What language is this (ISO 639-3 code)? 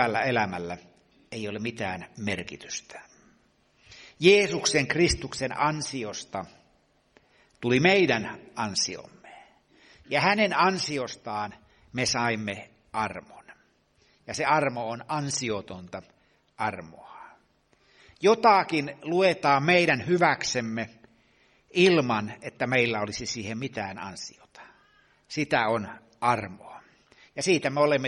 fin